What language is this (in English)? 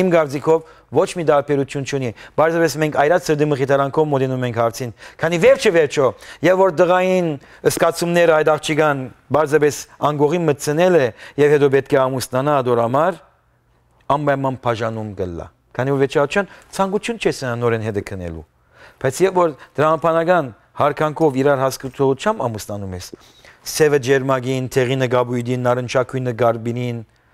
Western Armenian